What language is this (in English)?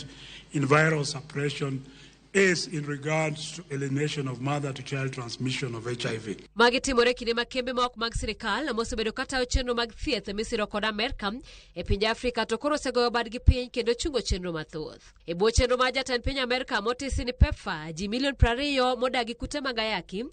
Luo (Kenya and Tanzania)